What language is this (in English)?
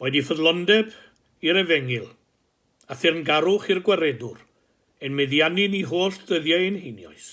Welsh